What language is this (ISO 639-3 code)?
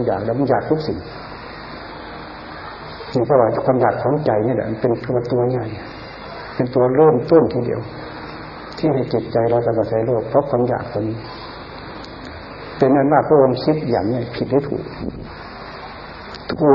tha